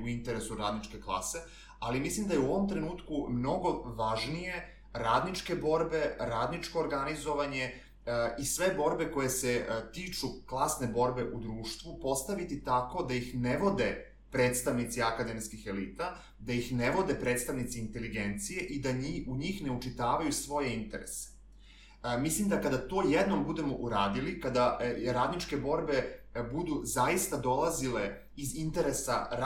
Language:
Serbian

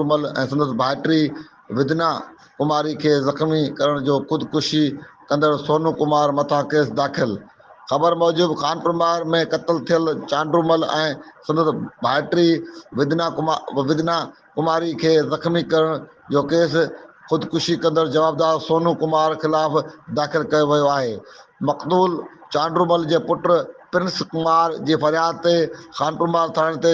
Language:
Sindhi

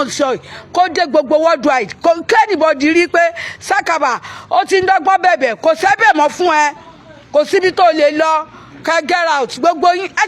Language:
Yoruba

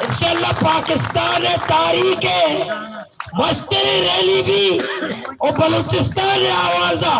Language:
Baluchi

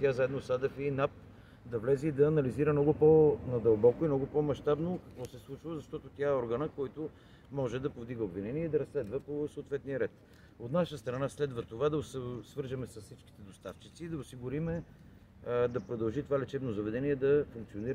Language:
Bulgarian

